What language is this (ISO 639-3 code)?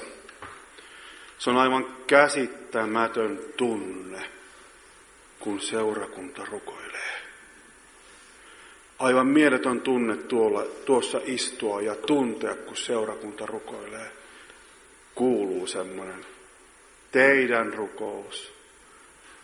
fin